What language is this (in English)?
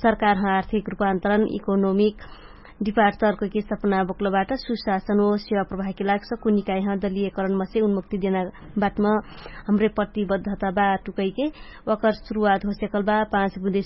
Dangaura Tharu